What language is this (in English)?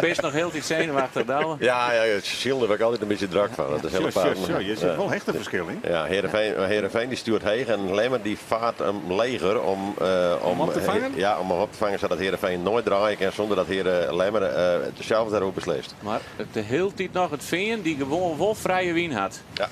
Western Frisian